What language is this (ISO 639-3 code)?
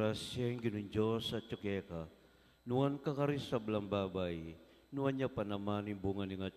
pam